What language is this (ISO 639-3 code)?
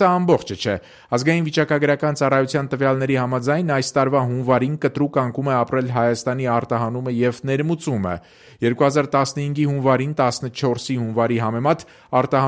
hye